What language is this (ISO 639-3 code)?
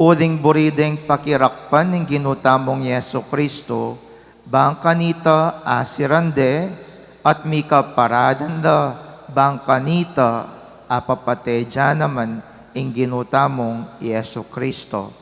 pam